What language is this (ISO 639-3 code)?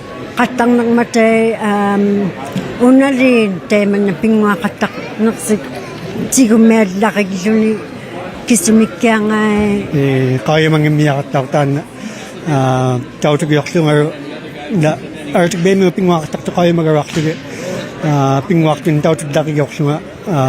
iku